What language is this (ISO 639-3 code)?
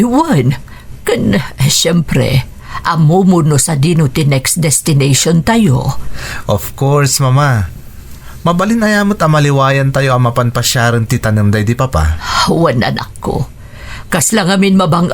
ilo